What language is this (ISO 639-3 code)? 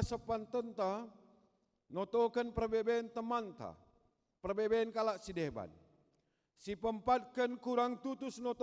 btx